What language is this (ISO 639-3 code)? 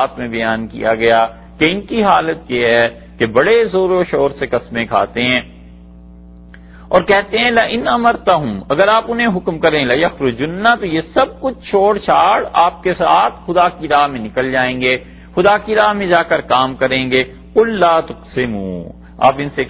urd